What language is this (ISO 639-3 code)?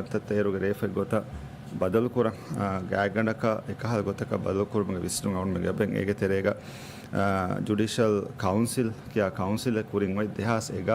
div